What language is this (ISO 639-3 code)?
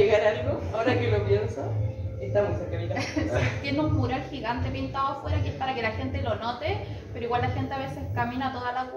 spa